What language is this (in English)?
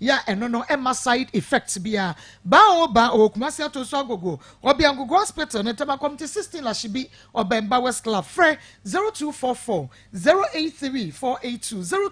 Akan